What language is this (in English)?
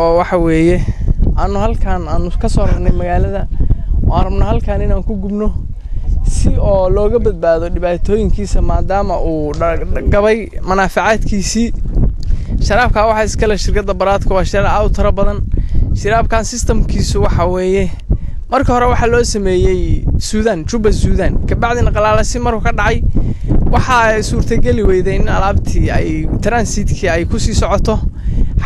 Somali